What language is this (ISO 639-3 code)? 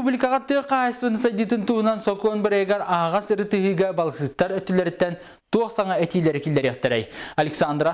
sah